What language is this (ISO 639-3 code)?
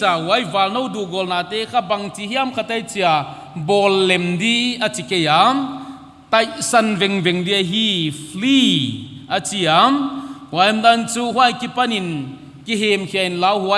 pck